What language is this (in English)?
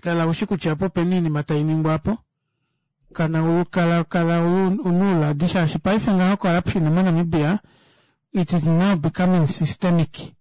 Kuanyama